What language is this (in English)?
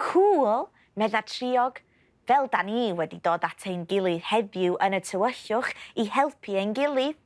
Welsh